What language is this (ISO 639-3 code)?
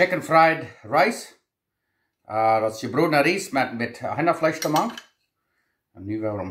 pdt